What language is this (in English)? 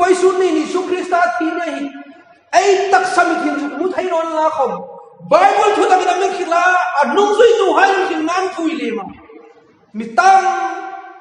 Hmar